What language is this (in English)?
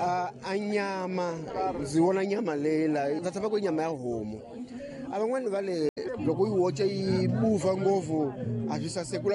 Tsonga